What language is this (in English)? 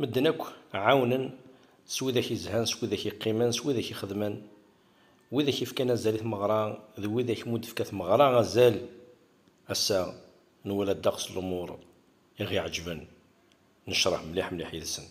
Kabyle